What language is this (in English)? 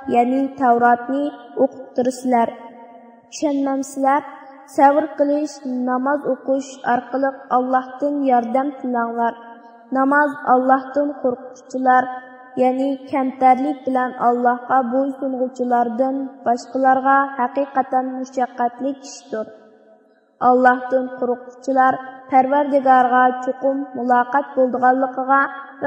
Uyghur